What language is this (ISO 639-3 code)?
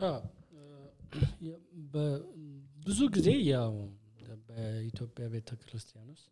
amh